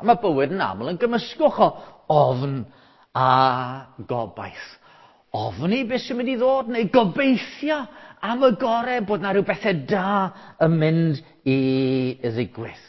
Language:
Welsh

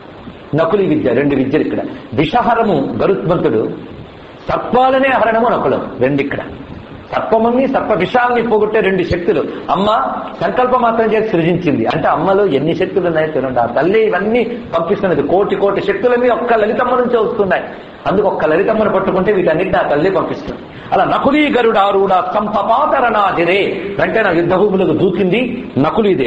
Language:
Telugu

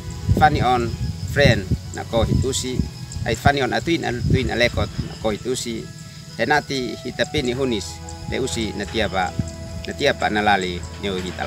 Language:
Uab Meto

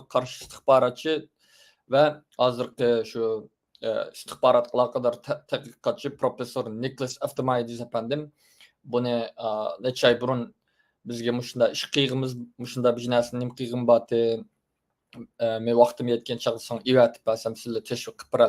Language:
Uyghur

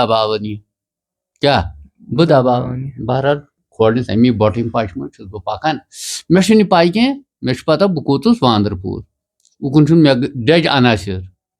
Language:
Kashmiri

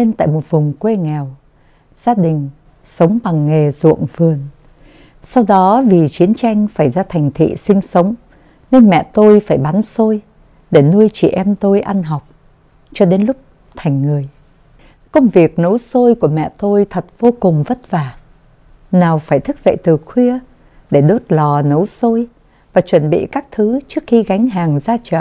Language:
Vietnamese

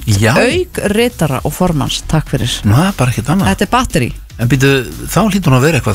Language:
Icelandic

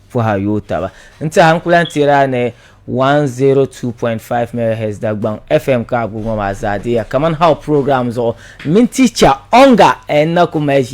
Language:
Dagbani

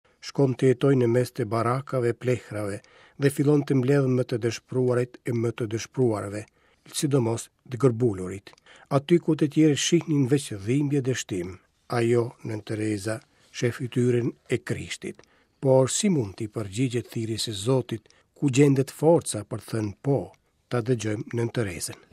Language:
Albanian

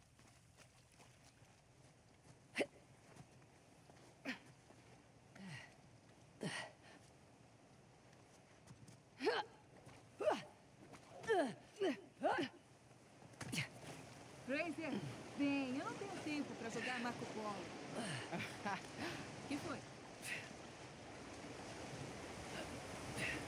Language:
Portuguese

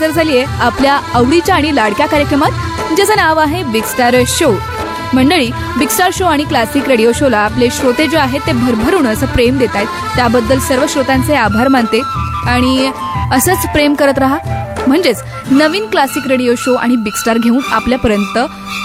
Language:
Marathi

